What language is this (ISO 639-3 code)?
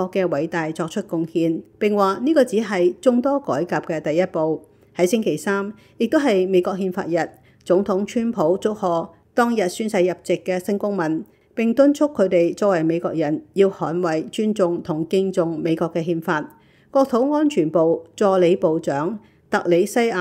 yue